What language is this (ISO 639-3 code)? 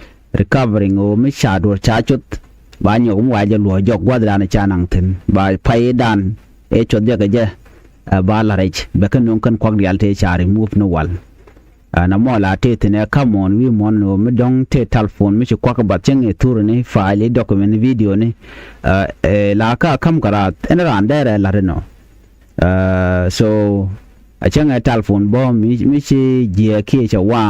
nus